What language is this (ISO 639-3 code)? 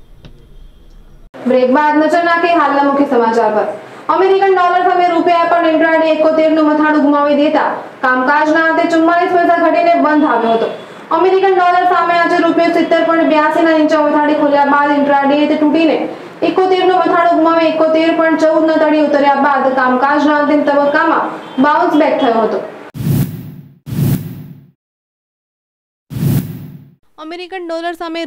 guj